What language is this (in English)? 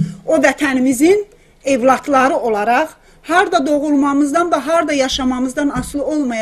South Azerbaijani